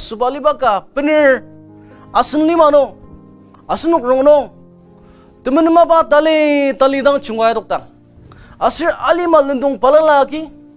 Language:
Ao Naga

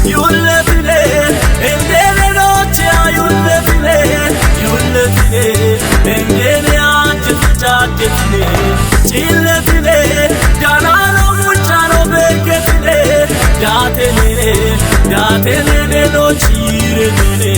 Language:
Kafa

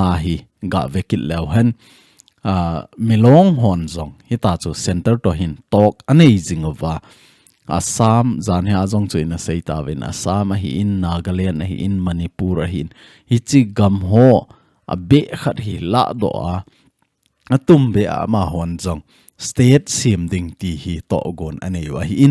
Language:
Thado Chin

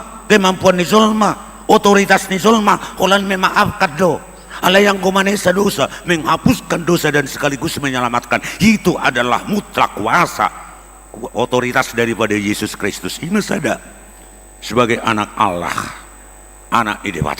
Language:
Batak Toba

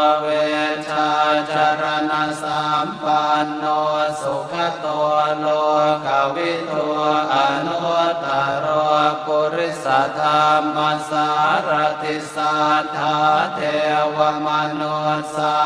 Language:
Pali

